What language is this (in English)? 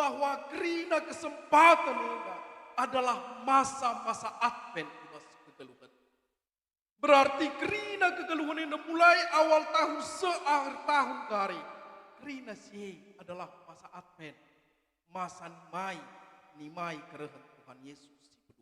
Batak Karo